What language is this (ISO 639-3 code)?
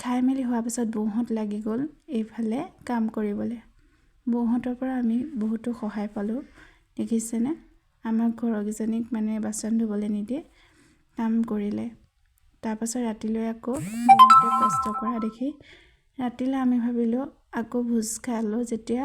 asm